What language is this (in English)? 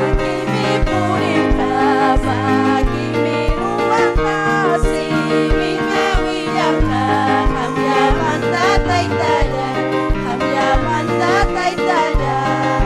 Ayacucho Quechua